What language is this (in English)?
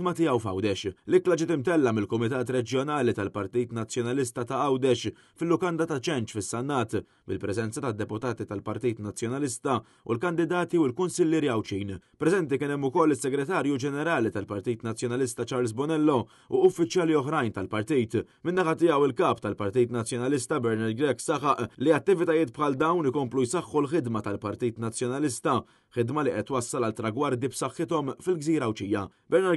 Maltese